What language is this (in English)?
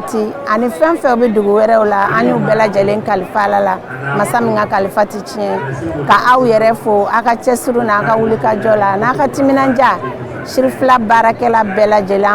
Bambara